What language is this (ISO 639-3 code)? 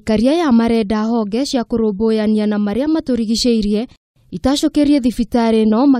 kik